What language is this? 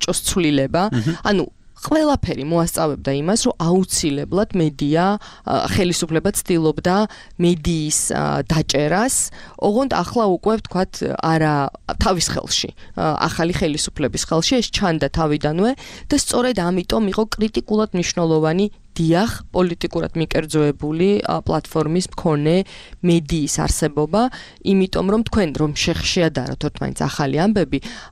Georgian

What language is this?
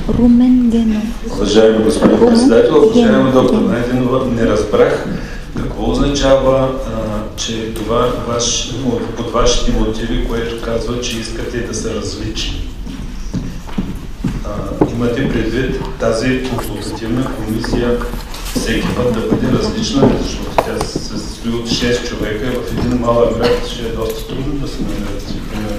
Bulgarian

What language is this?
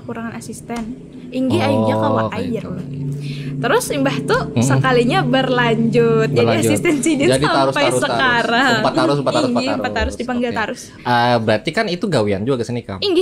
Banjar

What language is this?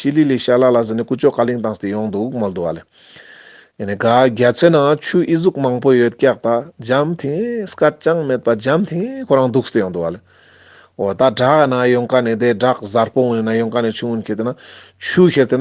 Ladakhi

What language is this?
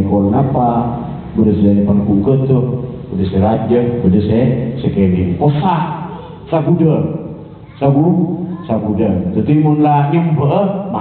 Malay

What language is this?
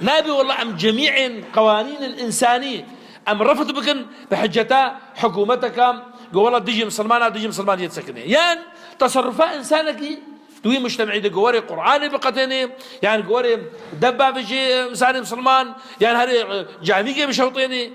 Kurdish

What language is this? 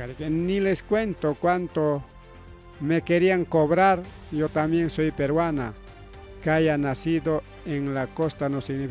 Ayacucho Quechua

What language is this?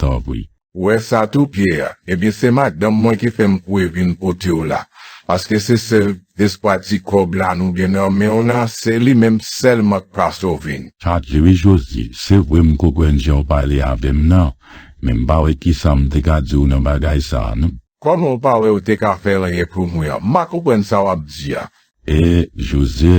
Haitian Creole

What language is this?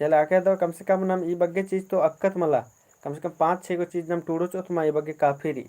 Kurukh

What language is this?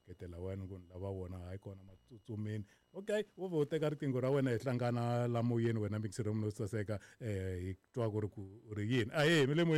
Tsonga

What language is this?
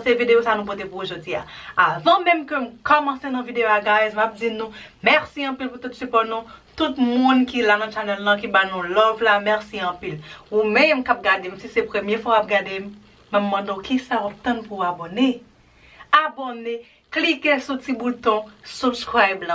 Haitian Creole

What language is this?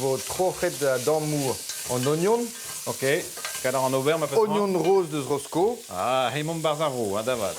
Breton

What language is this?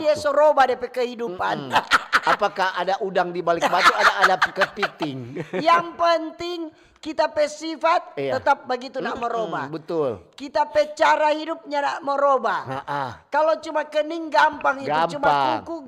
Manado Malay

